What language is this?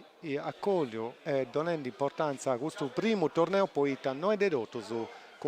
Sardinian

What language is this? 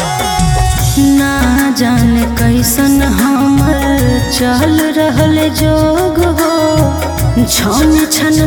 Bhojpuri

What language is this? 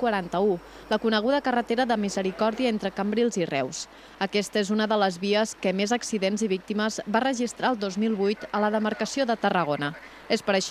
Catalan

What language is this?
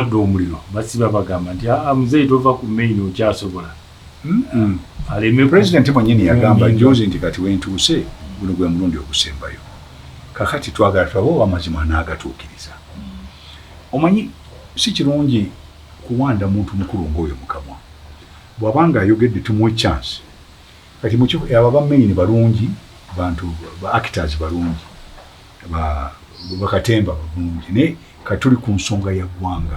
Ganda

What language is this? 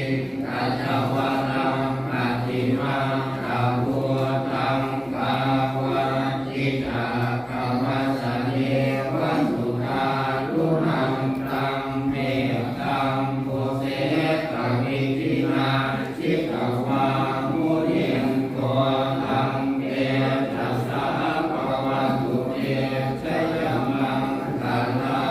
Pali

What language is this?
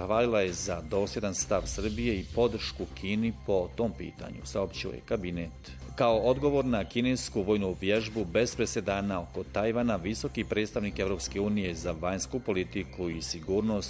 Bosnian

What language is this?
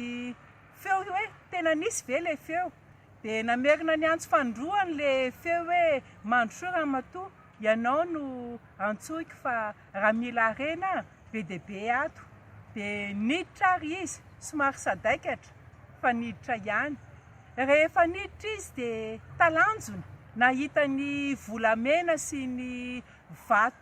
Malagasy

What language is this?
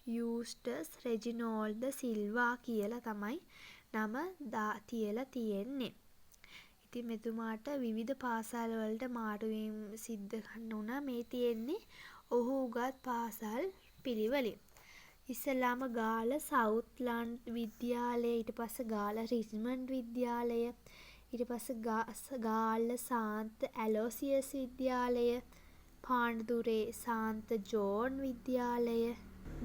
Sinhala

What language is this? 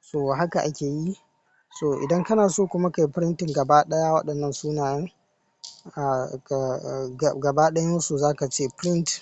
Hausa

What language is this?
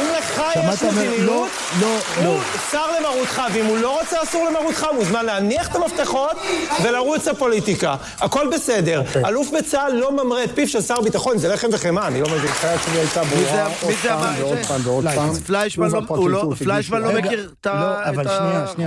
Hebrew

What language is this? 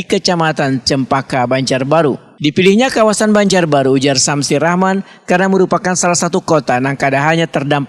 Banjar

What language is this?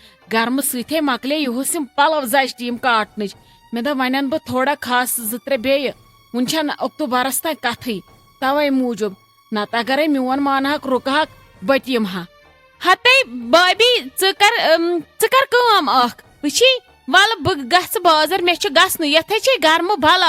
Kashmiri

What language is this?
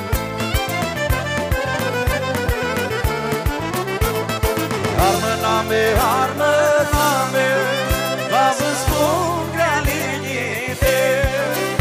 Romanian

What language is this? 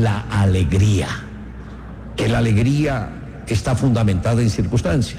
Spanish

